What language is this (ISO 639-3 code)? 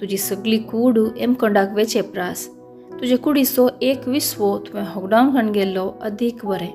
kok